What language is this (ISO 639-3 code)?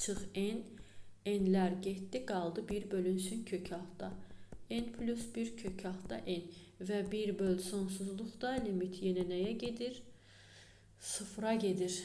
aze